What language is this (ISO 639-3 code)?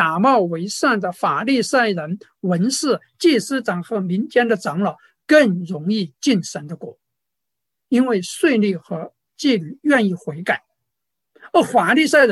zho